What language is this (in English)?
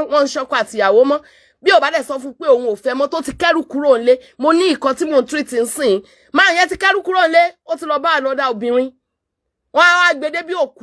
Yoruba